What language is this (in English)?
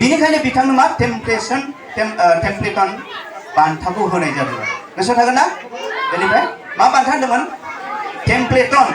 Bodo